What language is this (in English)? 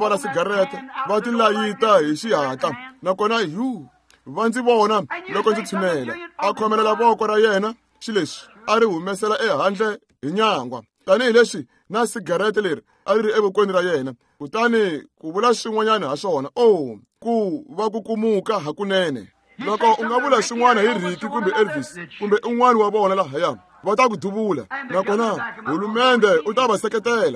Tsonga